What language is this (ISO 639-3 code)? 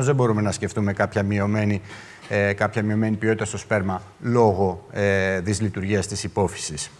ell